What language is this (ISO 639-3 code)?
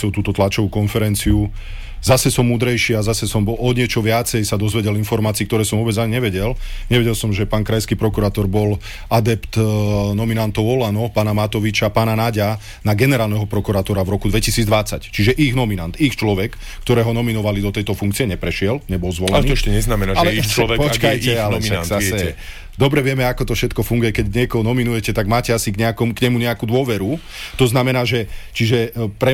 slk